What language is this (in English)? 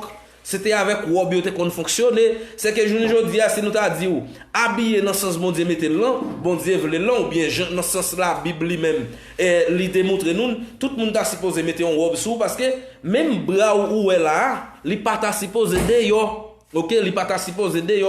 Haitian Creole